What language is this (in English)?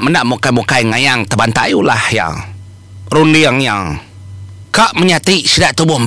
Iban